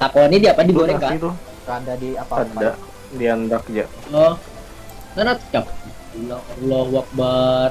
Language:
Banjar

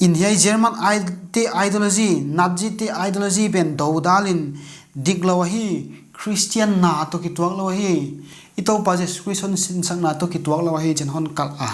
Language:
Paite Chin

